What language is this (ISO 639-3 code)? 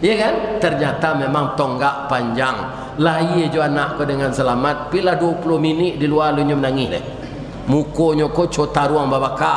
min